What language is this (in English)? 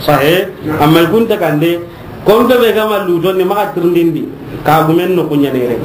Soninke